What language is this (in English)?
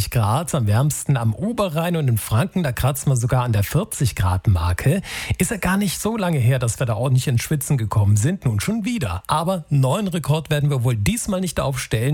German